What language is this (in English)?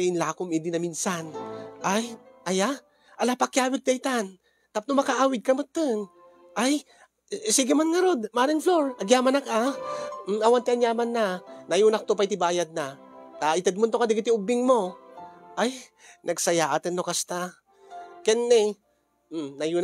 Iloko